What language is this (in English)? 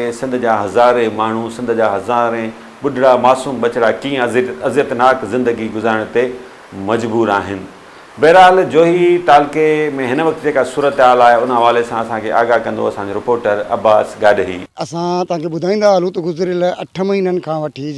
Sindhi